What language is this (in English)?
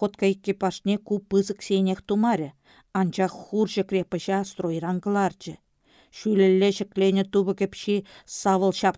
Chuvash